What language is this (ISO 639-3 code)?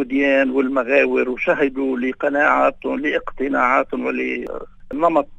apc